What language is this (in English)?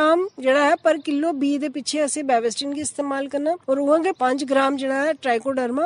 Dogri